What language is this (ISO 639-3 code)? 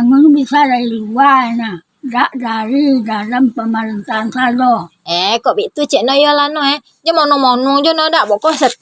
min